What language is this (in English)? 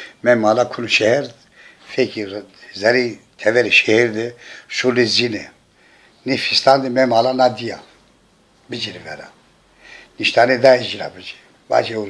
Zaza